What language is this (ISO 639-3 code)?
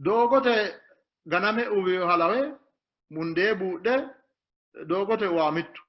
sid